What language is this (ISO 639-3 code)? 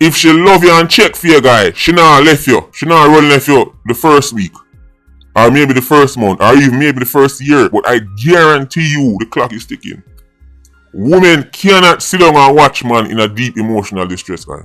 jam